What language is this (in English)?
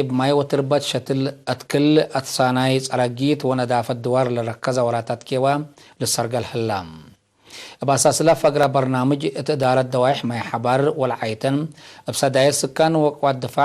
Tigre